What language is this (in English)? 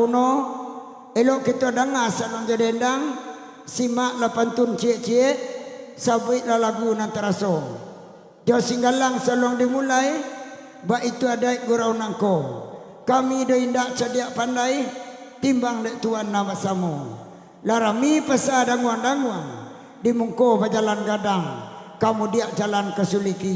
Minangkabau